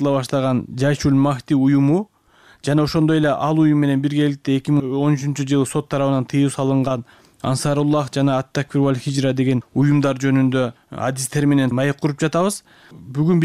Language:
Kyrgyz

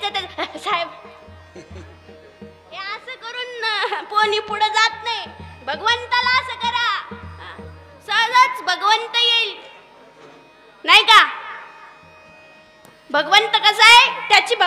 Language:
Marathi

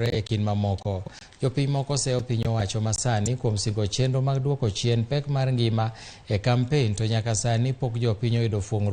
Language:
Luo (Kenya and Tanzania)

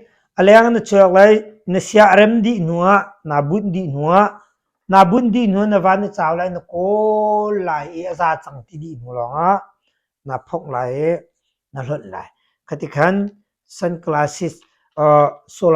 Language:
Hakha Chin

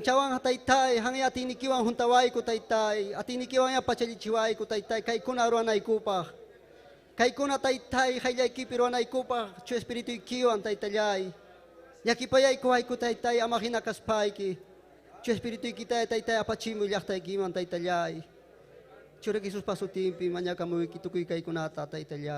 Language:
Ayacucho Quechua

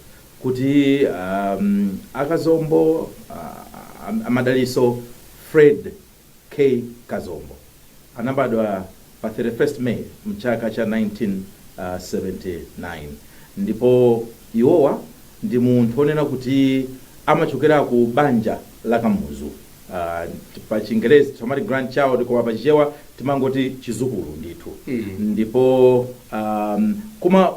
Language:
Nyanja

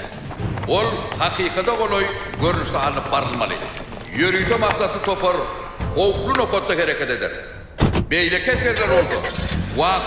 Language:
Turkmen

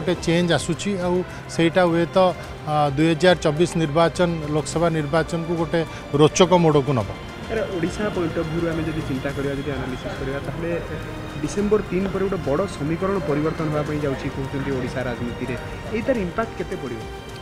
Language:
Odia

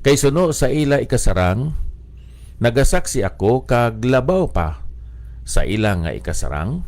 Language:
Hiligaynon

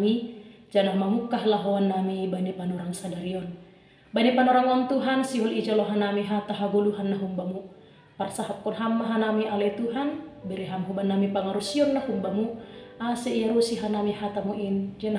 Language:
Batak Simalungun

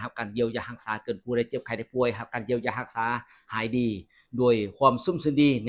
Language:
Lao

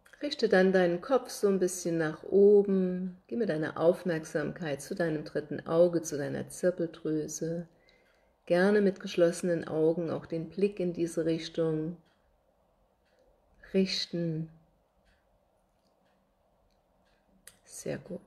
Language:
German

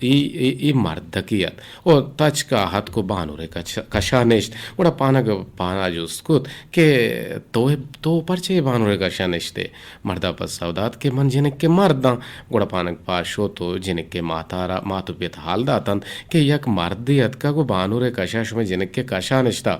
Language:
Eastern Balochi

